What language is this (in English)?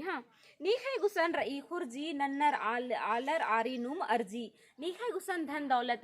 Kurukh